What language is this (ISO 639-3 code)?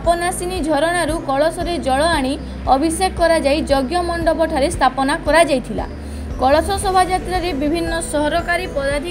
ori